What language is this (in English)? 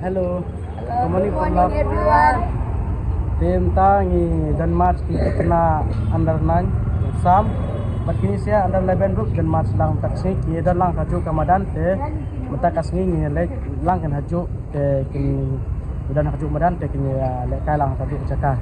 Khasi